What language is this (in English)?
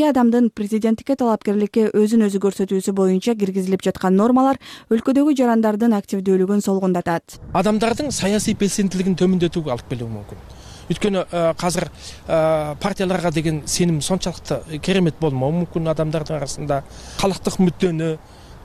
Kyrgyz